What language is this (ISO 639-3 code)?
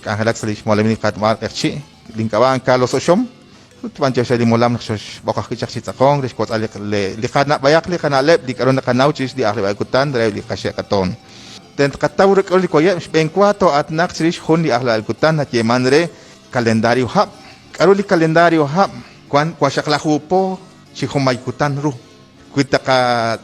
kek